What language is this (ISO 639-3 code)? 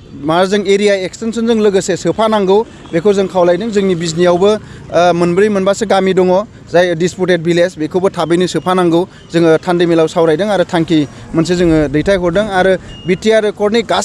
brx